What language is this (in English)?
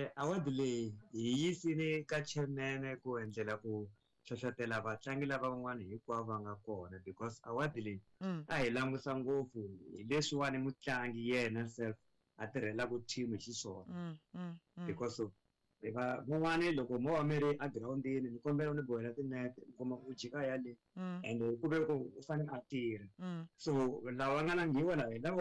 Tsonga